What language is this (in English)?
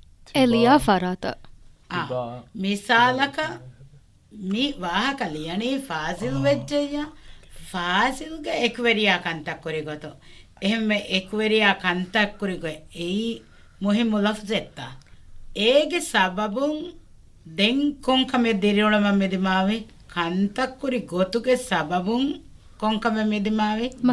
Divehi